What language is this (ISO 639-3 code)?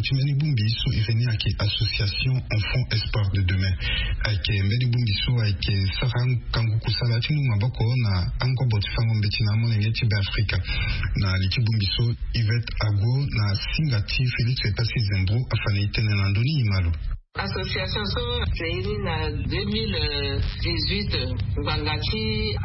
sag